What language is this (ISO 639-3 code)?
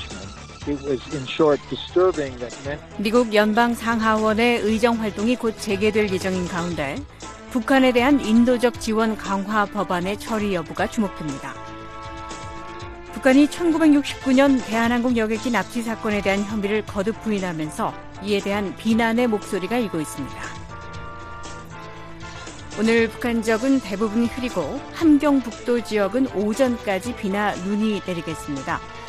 kor